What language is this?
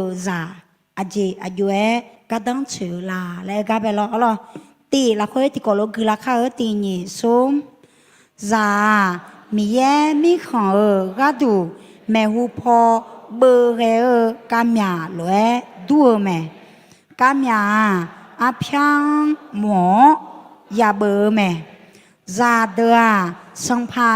Akha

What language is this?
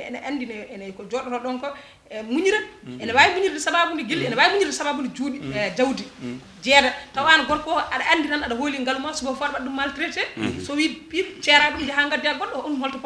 Fula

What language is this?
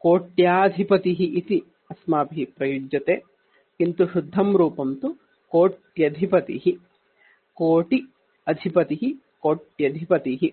Sanskrit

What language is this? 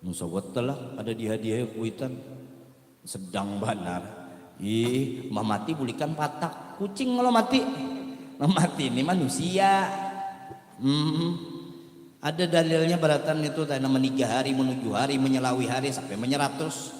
Banjar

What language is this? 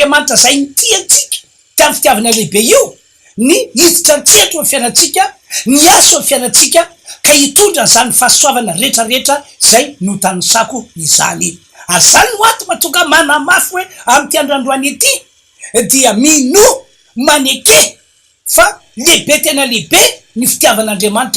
Malagasy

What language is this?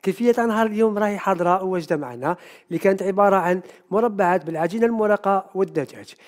Algerian Arabic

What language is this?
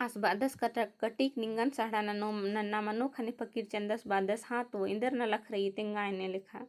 Kurukh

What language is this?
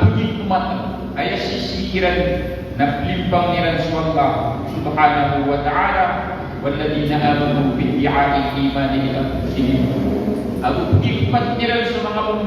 Maranao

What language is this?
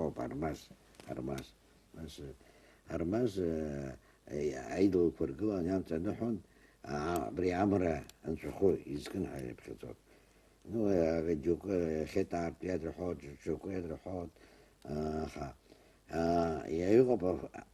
Abkhazian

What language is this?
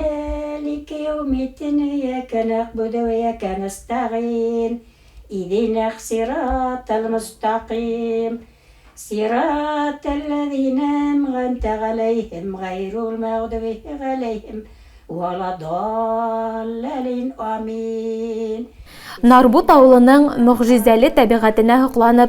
Bashkir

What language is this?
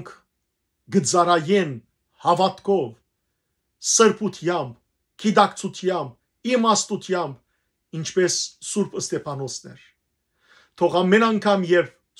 Western Armenian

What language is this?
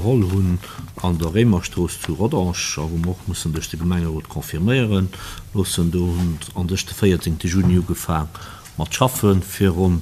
Luxembourgish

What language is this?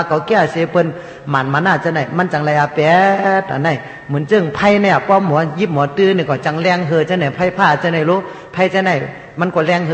Shan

